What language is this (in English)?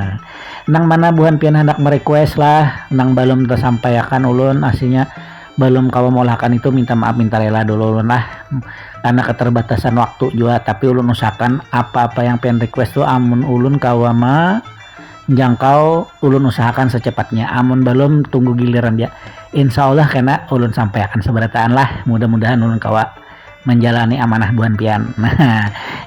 Banjar